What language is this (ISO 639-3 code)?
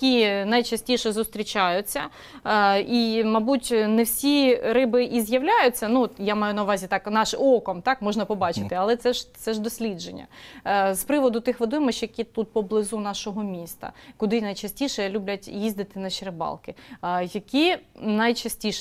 ukr